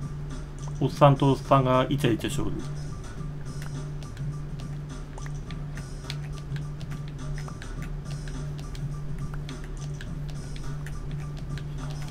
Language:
Japanese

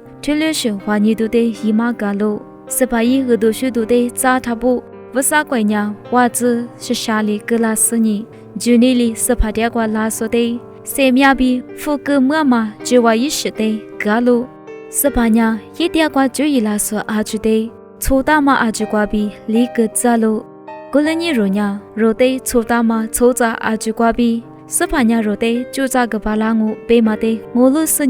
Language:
Lisu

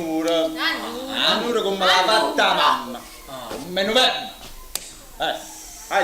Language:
Neapolitan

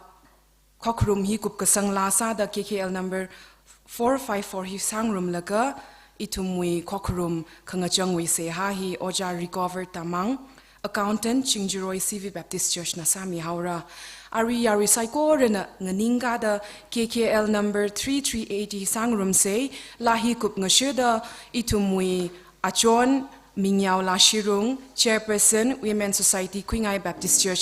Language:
Tangkhul Naga (India)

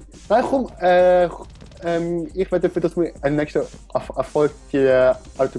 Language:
Swiss German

